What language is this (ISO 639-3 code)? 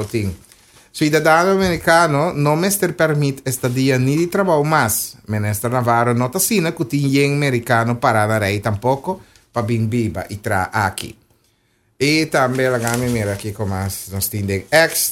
pap